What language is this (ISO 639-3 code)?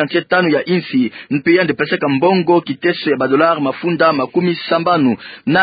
ktu